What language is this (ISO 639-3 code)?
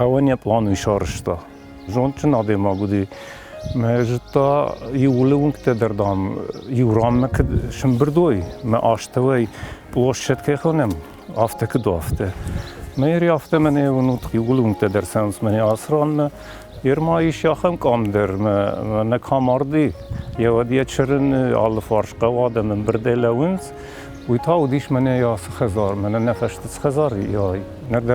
oss